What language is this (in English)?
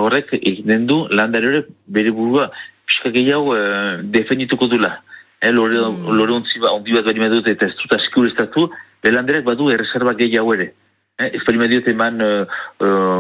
Basque